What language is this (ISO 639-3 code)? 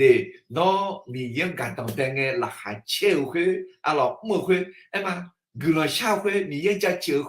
ahk